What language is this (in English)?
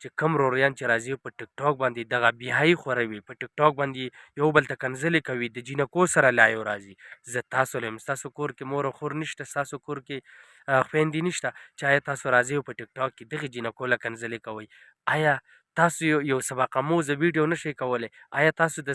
Pashto